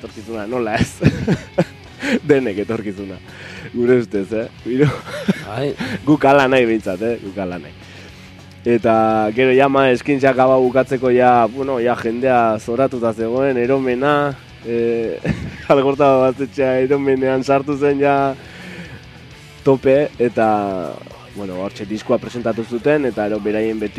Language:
Basque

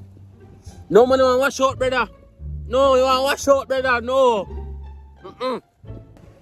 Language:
Jamaican Creole English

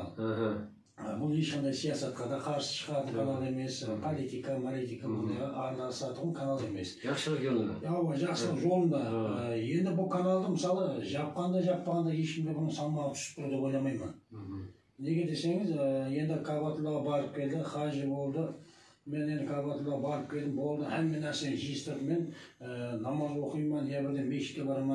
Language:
Kazakh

